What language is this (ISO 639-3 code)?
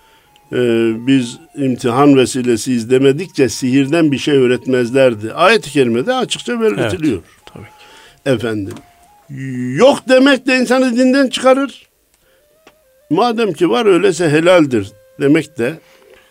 tur